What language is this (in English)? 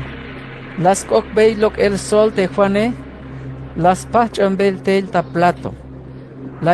Tzeltal